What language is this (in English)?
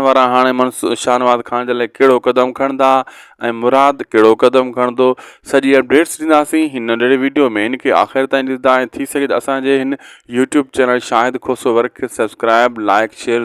Sindhi